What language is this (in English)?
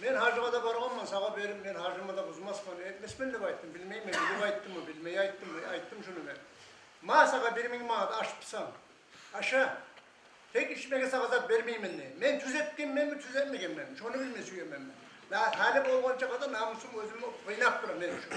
Kumyk